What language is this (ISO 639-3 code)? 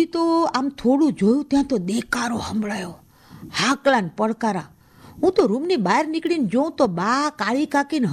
guj